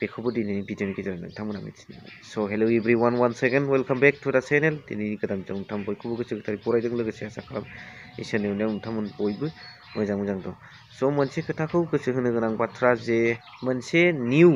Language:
Bodo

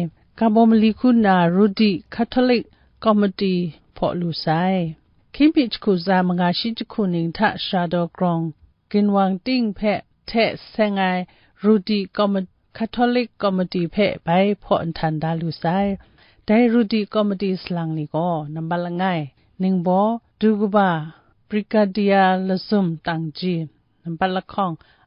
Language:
Kachin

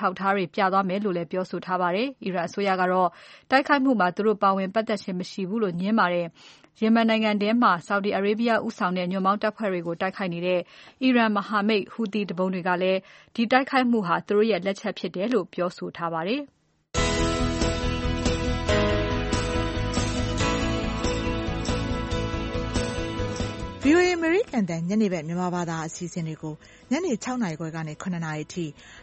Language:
Burmese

